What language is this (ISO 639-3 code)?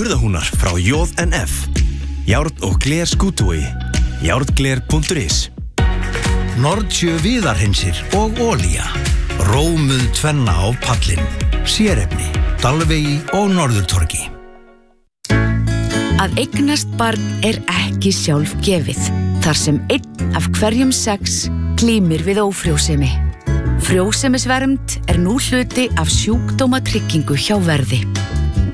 isl